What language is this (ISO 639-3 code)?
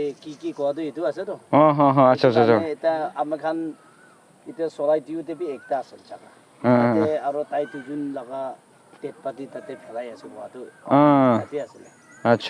nag